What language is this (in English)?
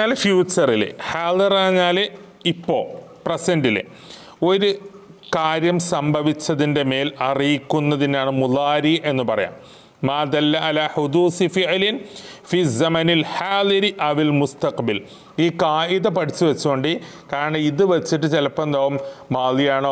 Malayalam